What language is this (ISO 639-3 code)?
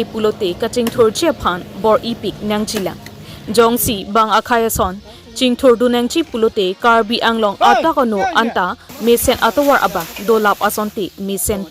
mjw